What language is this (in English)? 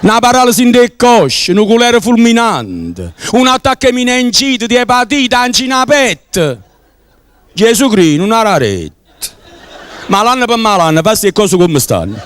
Neapolitan